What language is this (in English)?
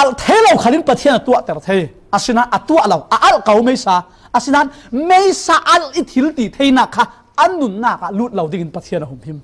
Falam Chin